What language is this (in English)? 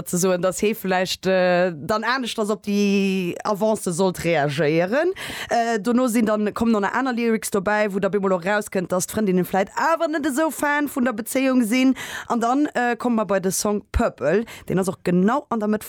Luxembourgish